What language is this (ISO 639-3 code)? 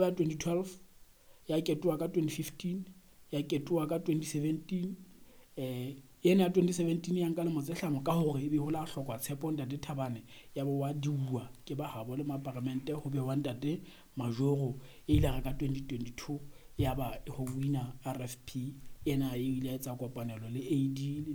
sot